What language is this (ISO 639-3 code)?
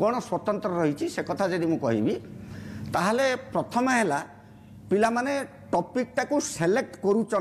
ori